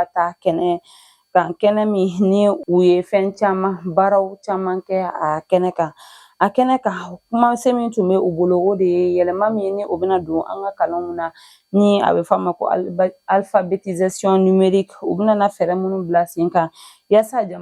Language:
Bambara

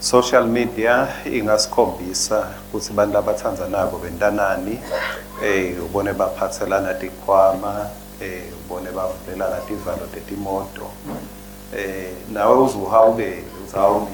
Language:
Swati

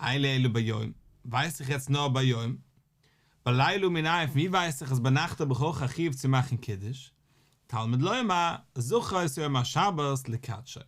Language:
Yiddish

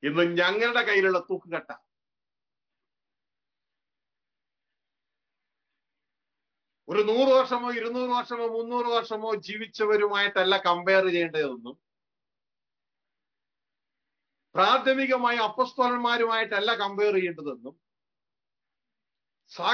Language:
Malayalam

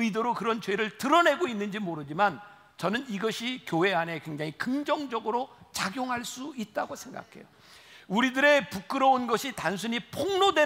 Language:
Korean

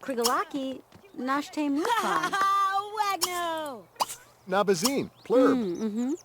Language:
Bavarian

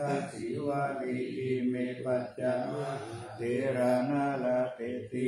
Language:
Pali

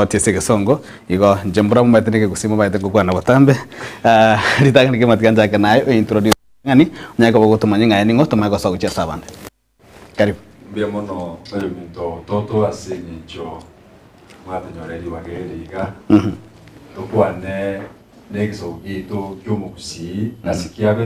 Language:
Gusii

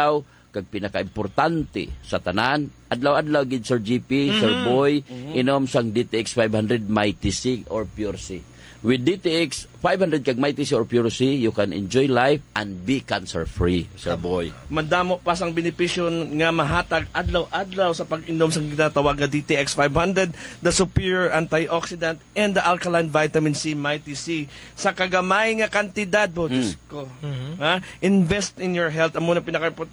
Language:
Hiligaynon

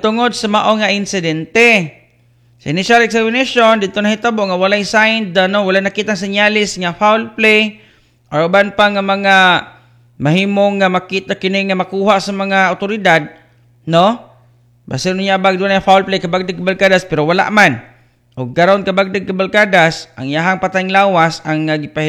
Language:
Cebuano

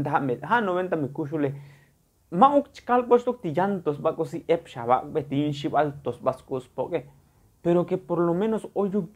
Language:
Tzotzil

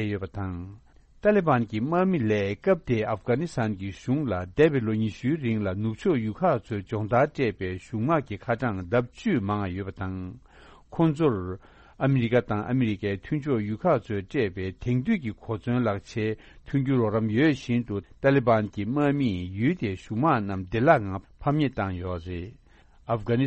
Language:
Tibetan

